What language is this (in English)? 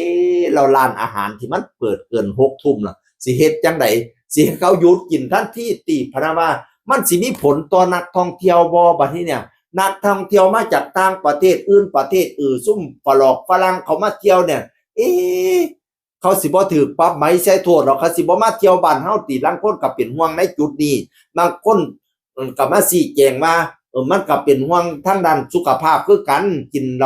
Northeastern Thai